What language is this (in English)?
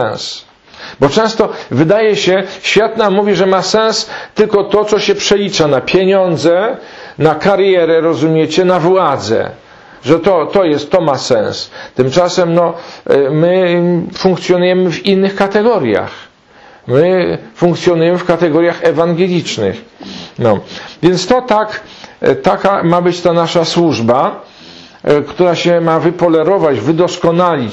Polish